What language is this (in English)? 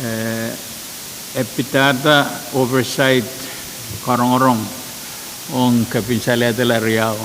Pohnpeian